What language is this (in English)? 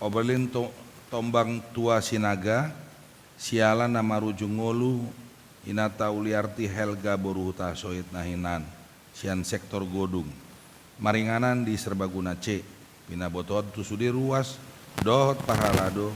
Batak Toba